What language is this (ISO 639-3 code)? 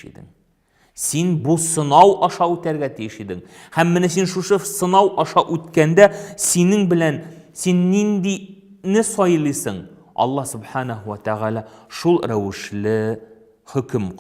tat